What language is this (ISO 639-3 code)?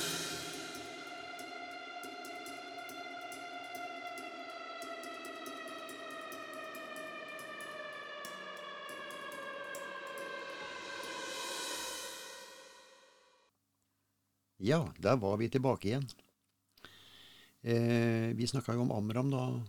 nor